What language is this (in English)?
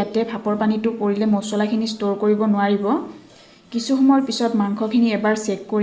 Assamese